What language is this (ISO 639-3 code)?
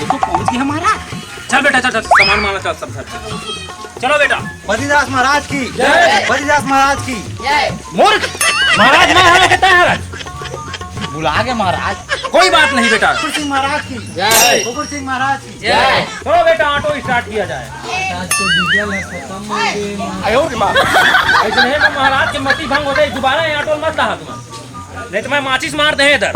hne